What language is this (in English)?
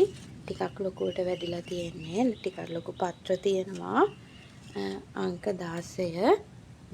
Sinhala